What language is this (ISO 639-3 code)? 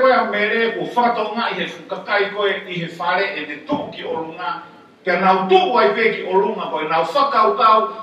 ton